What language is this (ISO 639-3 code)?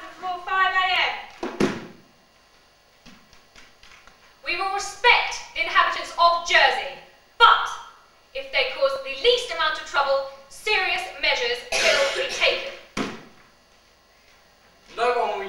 eng